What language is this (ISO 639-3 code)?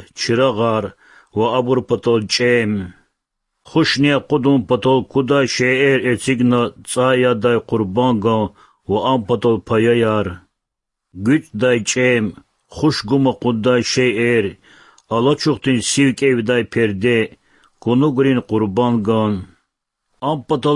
lez